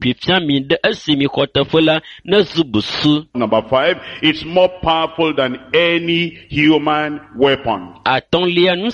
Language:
Ewe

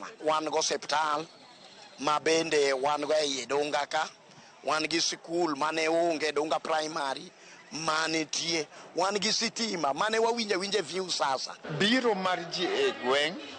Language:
Luo (Kenya and Tanzania)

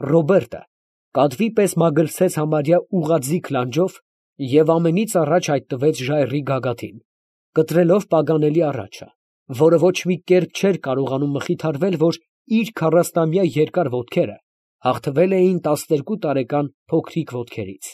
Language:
Armenian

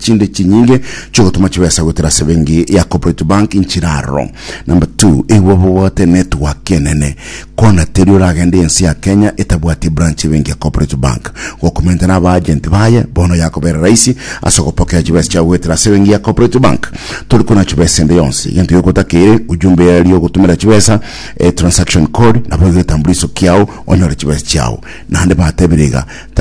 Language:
Gusii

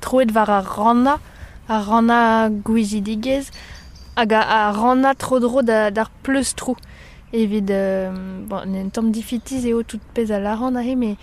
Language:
Breton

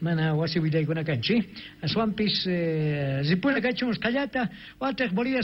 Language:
South Bolivian Quechua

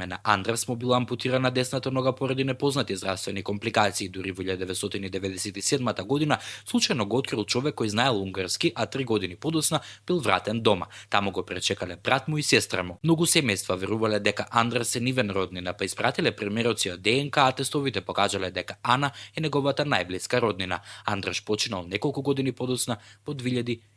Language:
Macedonian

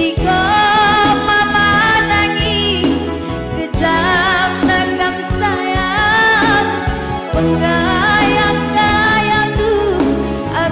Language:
Batak Karo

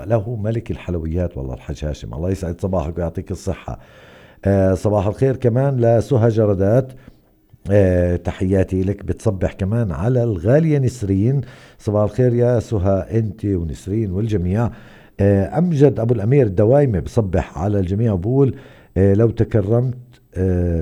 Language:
North Levantine Arabic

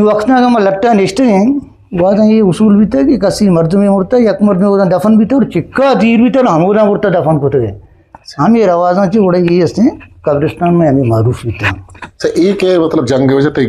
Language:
Eastern Balochi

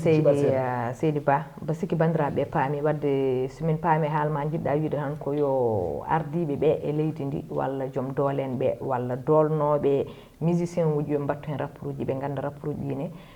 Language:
Fula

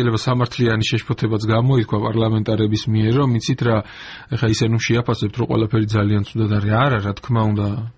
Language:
Georgian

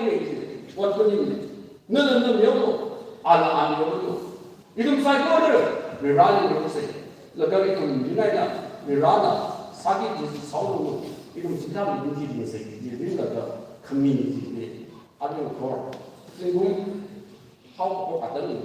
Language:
Tangkhul Naga (India)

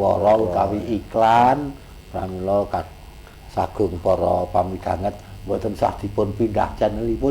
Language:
Javanese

